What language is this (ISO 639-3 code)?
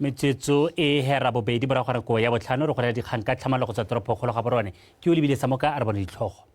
tsn